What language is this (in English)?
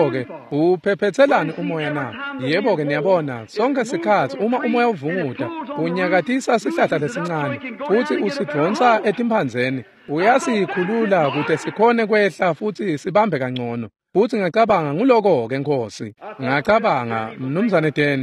Swati